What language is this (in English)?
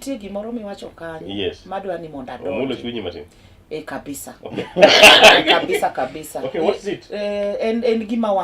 Luo (Kenya and Tanzania)